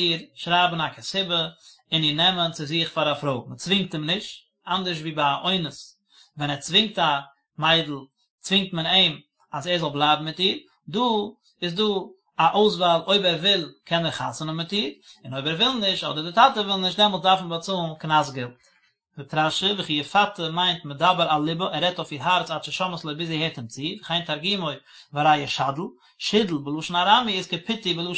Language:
Yiddish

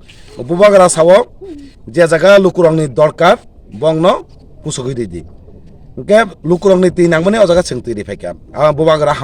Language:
Kok Borok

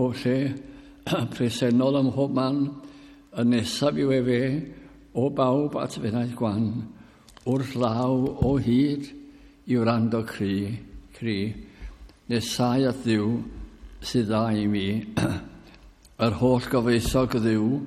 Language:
Welsh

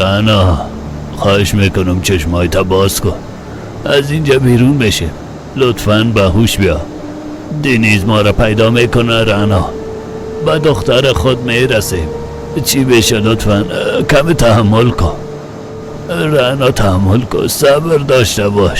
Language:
Persian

